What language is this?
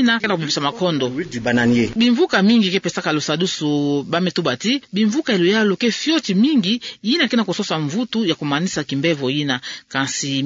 Kituba (Democratic Republic of Congo)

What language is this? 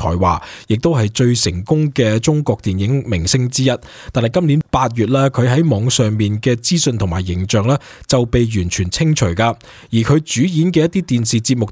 Cantonese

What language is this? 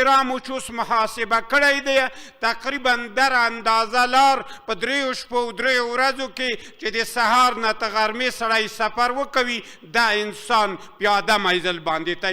Pashto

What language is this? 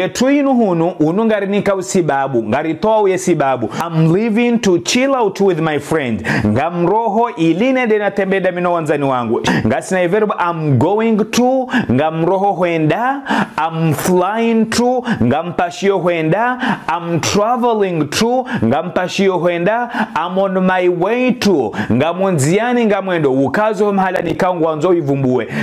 Ngazidja Comorian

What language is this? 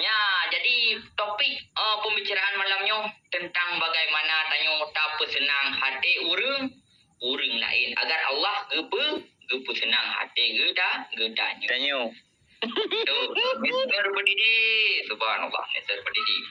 Achinese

